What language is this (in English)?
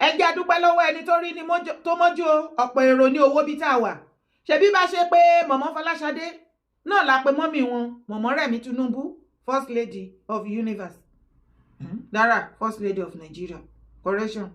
Yoruba